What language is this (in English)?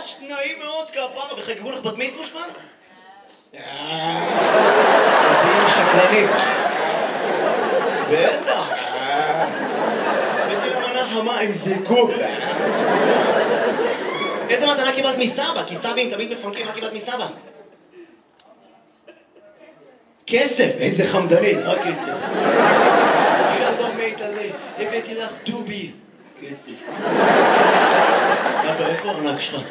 Hebrew